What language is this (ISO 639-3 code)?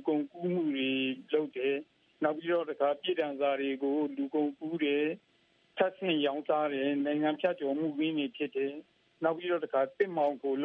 mya